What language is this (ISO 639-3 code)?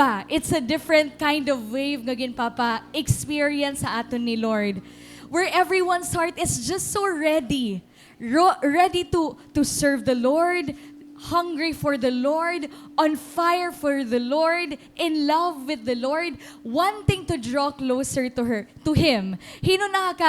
war